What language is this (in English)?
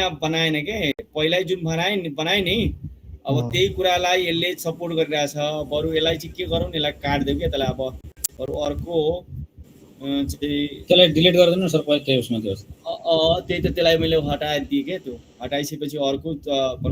Nepali